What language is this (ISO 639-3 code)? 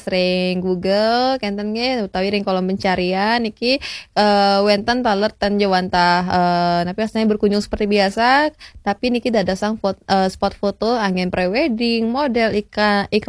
ban